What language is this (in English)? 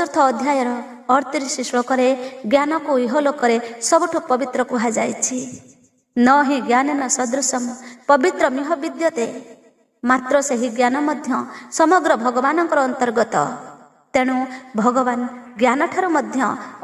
Odia